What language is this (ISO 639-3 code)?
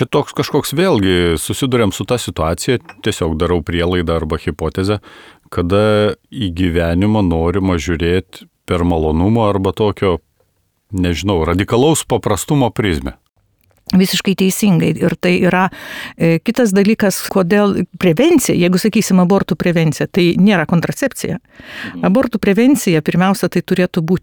lit